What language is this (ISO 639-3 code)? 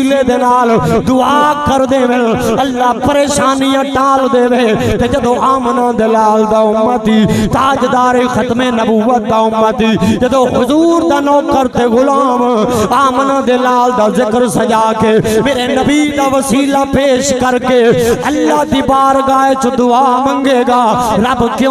skr